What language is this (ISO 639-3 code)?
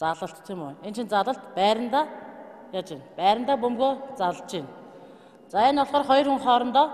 mon